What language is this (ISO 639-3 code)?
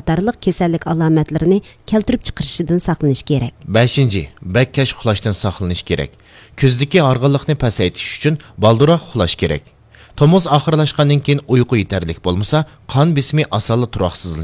uig